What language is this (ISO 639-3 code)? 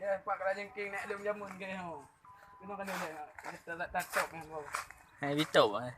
ace